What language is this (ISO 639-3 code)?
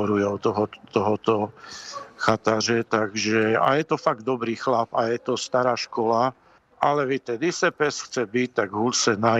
ces